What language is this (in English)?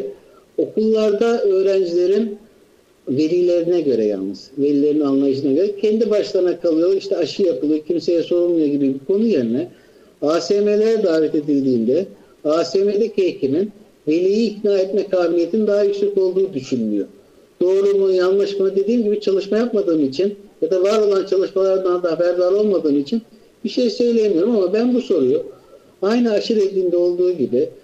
Turkish